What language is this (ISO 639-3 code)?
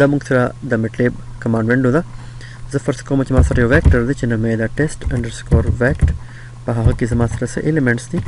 pus